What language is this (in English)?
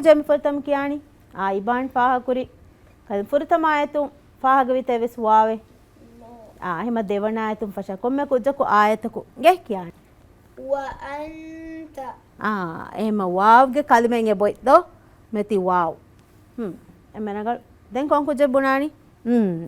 Divehi